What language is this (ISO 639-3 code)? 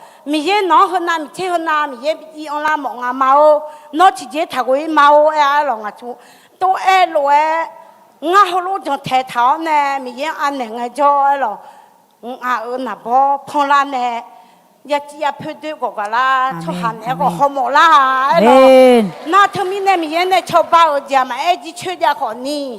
ahk